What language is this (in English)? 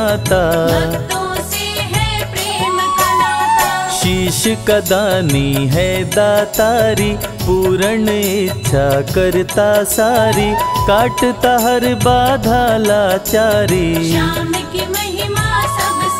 Hindi